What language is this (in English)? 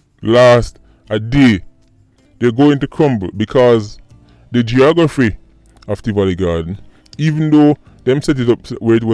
Jamaican Creole English